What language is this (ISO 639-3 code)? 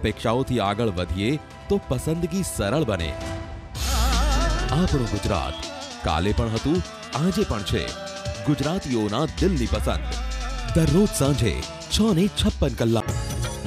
guj